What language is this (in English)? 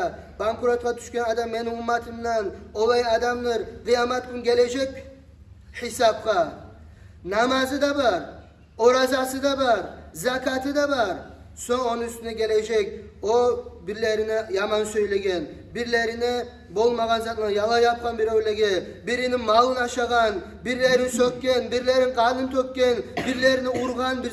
Kumyk